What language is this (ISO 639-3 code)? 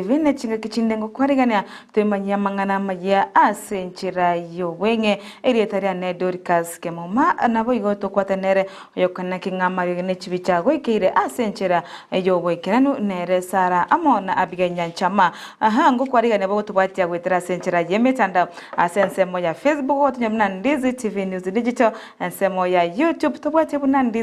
guz